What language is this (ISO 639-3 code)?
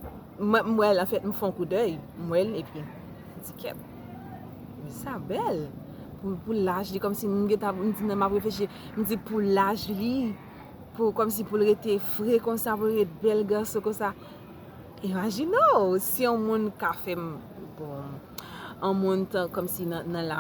hat